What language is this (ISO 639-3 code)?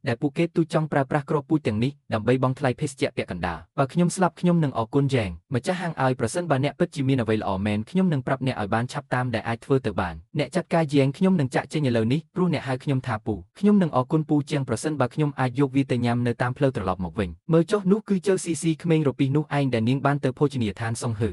khm